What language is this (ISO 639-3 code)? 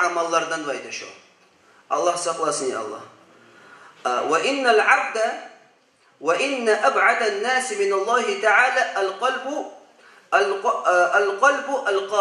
kum